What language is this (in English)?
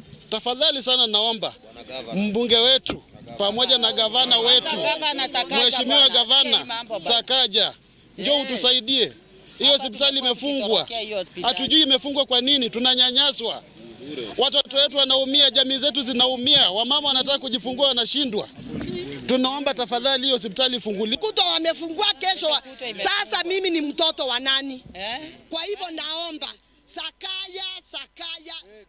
Swahili